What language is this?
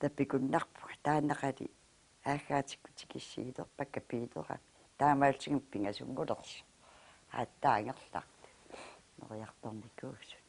Kalaallisut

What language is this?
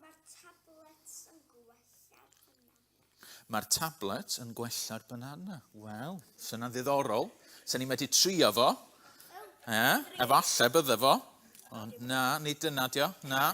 Welsh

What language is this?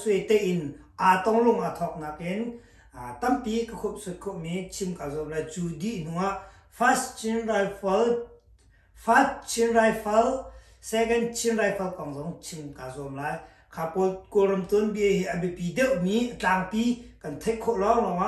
Hakha Chin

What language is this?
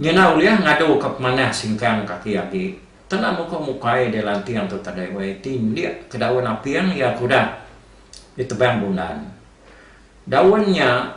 Iban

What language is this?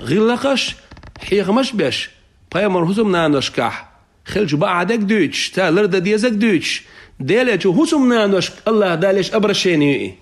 Chechen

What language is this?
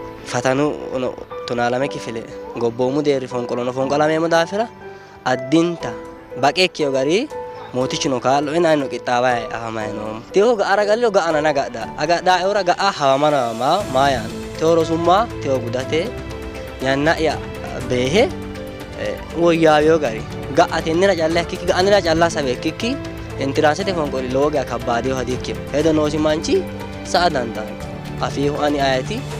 Sidamo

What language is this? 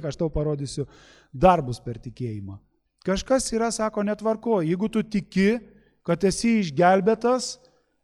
Lithuanian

